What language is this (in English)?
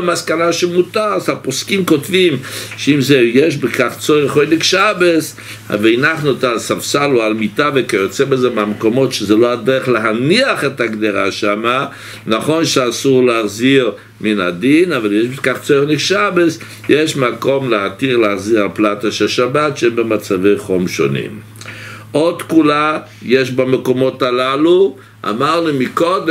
Hebrew